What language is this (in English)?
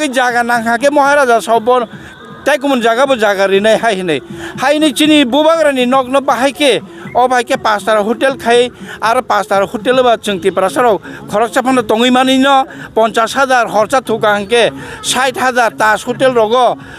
Kok Borok